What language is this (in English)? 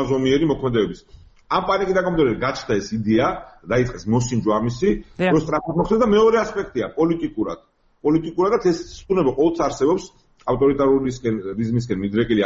Georgian